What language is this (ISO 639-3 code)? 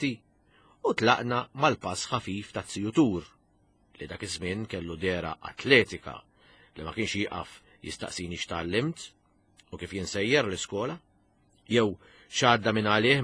mlt